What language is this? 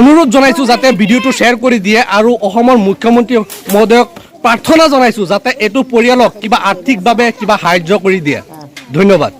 Assamese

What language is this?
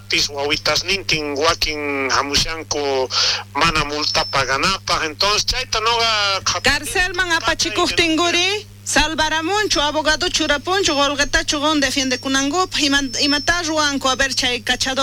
South Bolivian Quechua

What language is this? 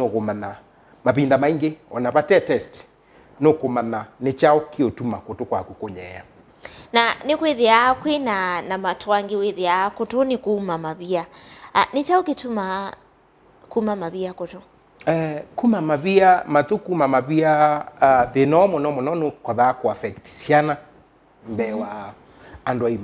Kamba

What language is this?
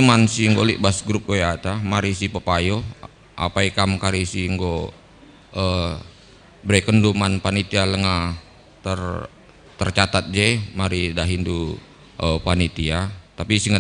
Batak Karo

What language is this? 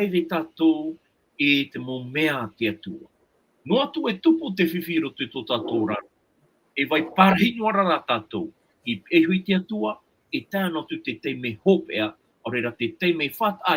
Tahitian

